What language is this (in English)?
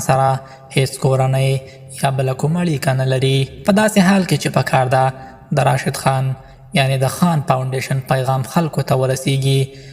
Pashto